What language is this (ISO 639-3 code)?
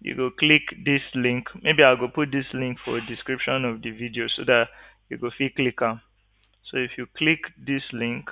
pcm